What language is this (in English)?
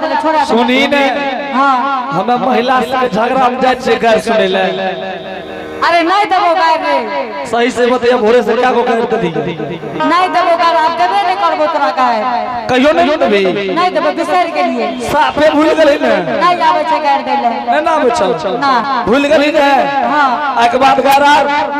Angika